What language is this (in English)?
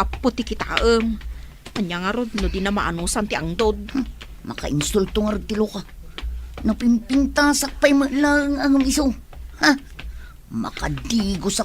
Iloko